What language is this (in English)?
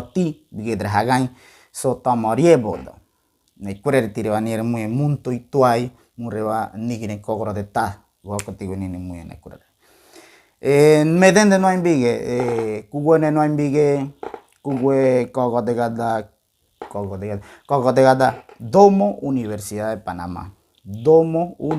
Ngäbere